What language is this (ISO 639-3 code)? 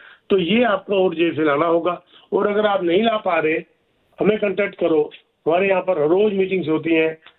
hin